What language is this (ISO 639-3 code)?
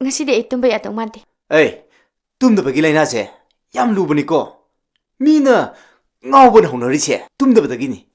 mni